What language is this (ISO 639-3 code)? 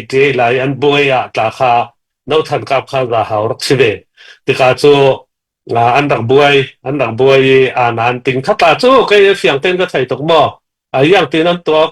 cfm